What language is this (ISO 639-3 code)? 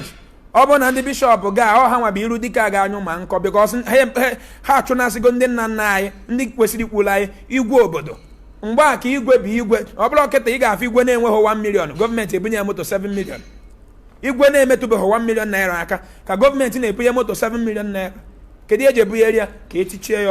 ibo